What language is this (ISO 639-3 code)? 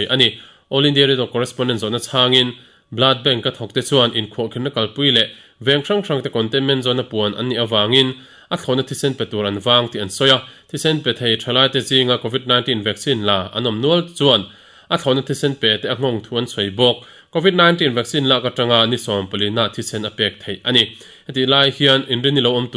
lus